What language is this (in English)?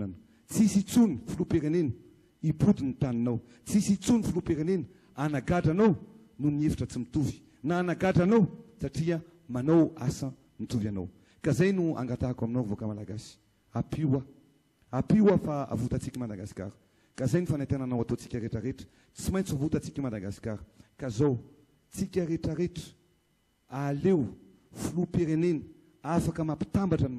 Malagasy